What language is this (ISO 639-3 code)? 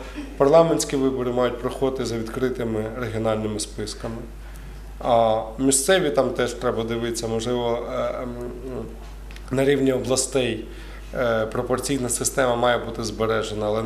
ukr